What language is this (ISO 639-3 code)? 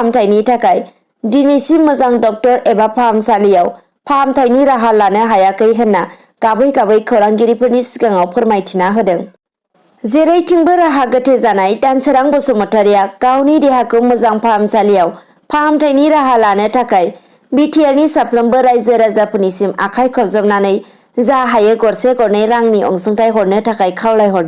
brx